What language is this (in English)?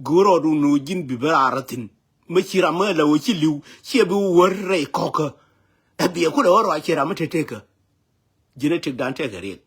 Nuer